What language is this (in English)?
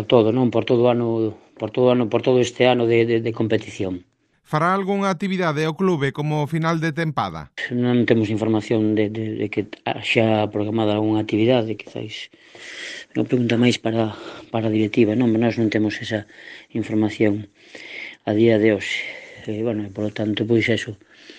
Galician